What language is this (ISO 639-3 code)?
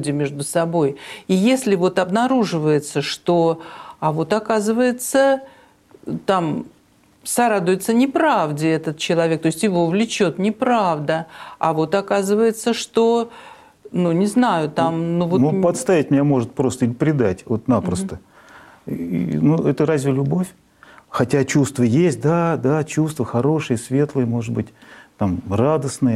rus